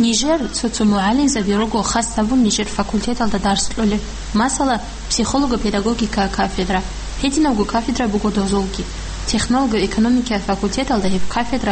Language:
Avaric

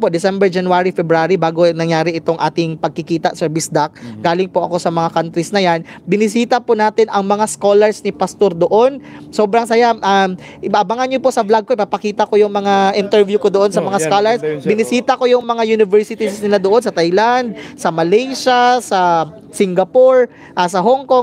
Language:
Filipino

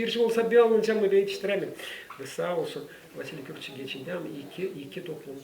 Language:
Gagauz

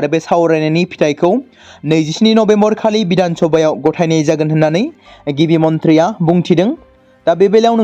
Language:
Bodo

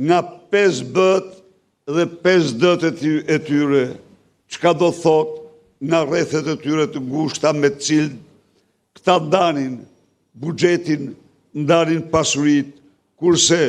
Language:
Albanian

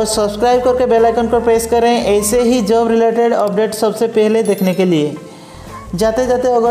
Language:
Hindi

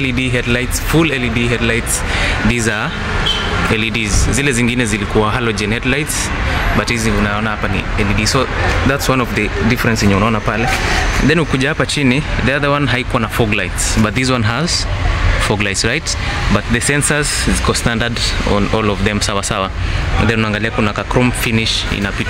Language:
Swahili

